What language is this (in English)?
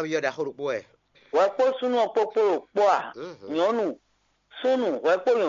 Fon